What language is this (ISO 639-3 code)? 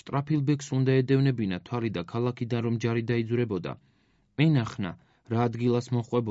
kat